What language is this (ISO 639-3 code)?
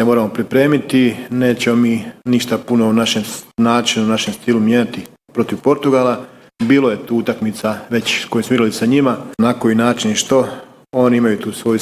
hrv